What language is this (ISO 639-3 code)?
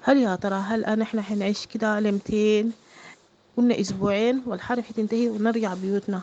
apd